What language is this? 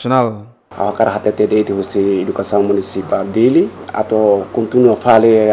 Tetum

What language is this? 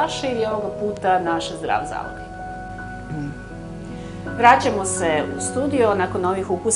Serbian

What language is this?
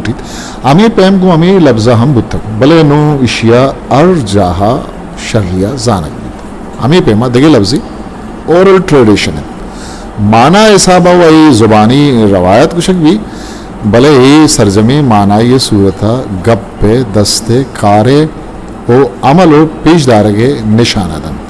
Eastern Balochi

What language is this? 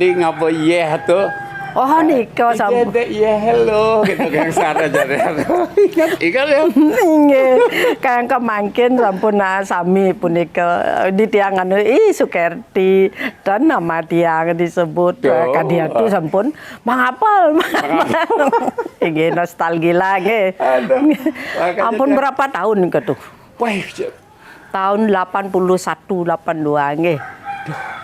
Balinese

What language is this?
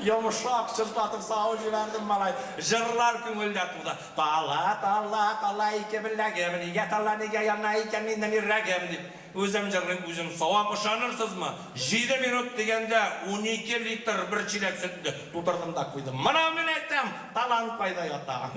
Bashkir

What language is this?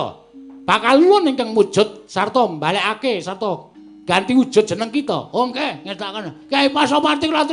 Javanese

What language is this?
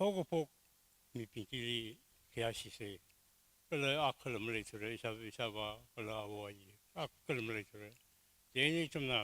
Tangkhul Naga (India)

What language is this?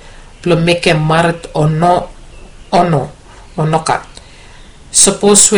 Bislama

